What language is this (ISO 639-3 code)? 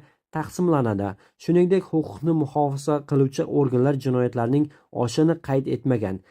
uzb